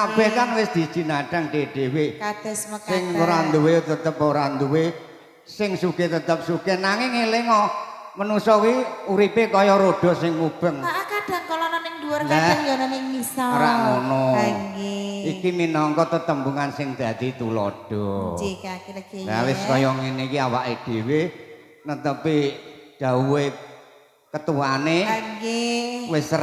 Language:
Javanese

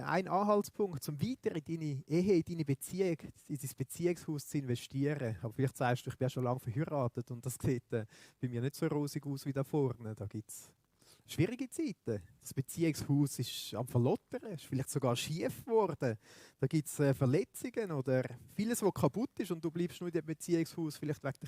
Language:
Swiss German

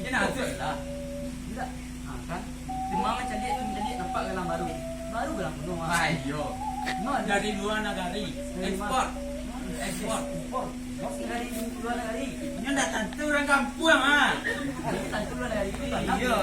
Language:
Minangkabau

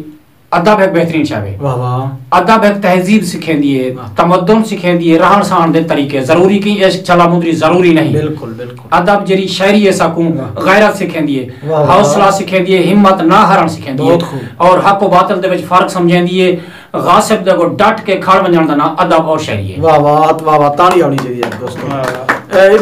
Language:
Saraiki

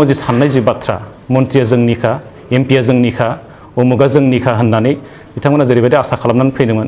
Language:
Bodo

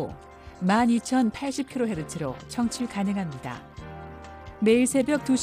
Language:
Korean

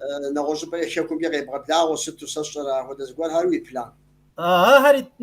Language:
Kabardian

